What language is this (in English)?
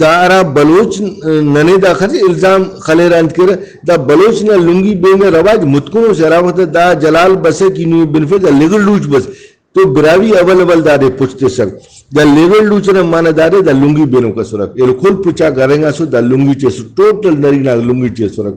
Brahui